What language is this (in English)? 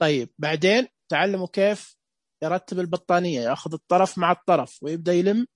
Najdi Arabic